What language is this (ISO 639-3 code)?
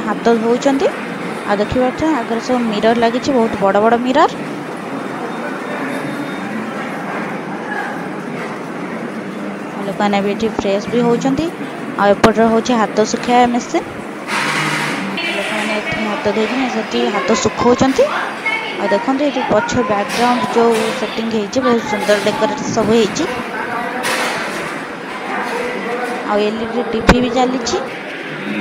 ori